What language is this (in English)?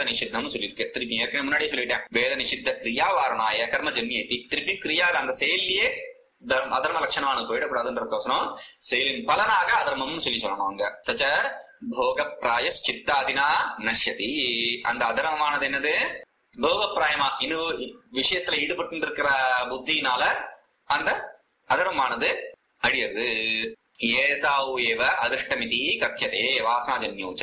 Tamil